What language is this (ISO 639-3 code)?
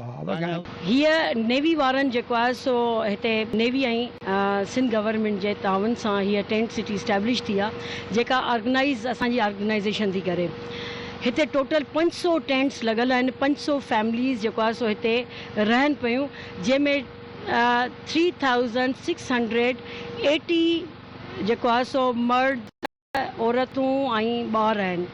snd